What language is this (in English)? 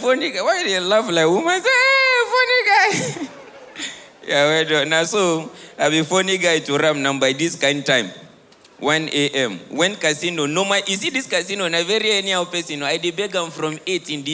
Nigerian Pidgin